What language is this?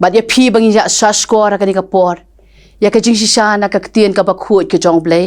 Khasi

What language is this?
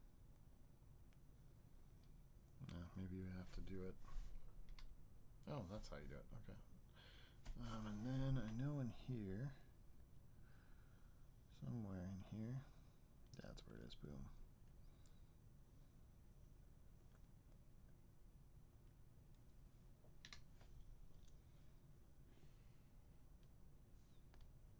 English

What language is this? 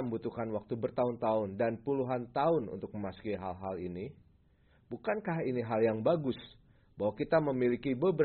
Indonesian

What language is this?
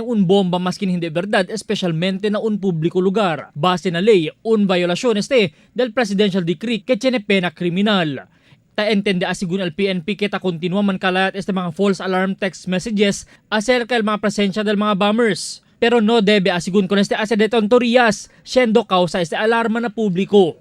Chavacano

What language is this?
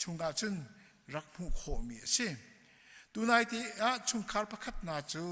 Hakha Chin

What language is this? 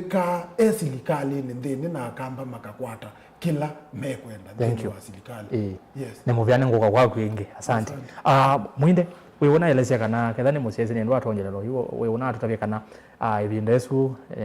Kamba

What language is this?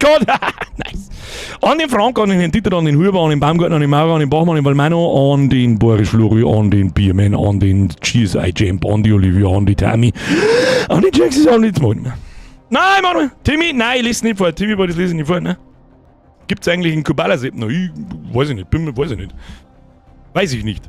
Bavarian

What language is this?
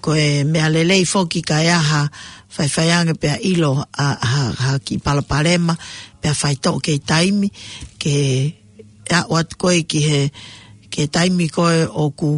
Tongan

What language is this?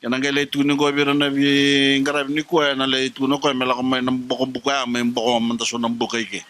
Fijian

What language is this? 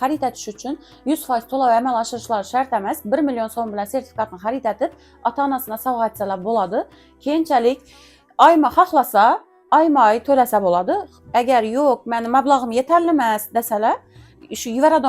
Uzbek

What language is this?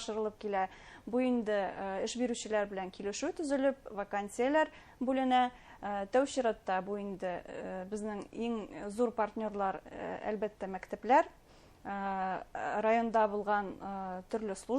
Bashkir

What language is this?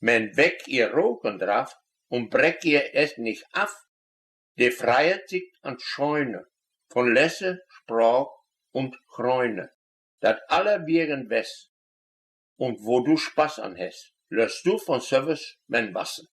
Westphalien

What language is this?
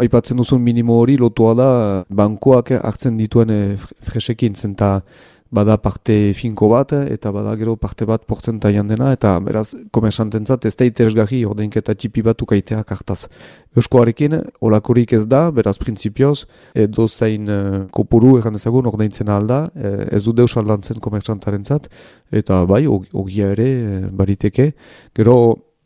Basque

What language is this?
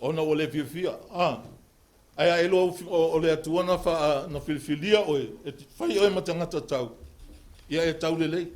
Samoan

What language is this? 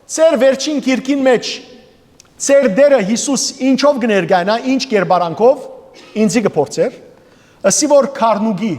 Western Armenian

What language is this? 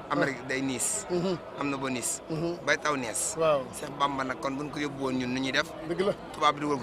Wolof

